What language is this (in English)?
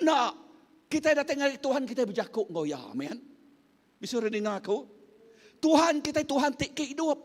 Iban